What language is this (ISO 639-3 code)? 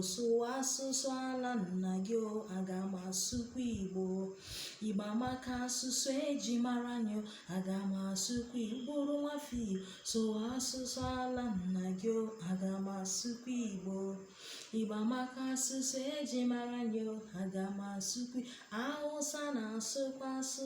ibo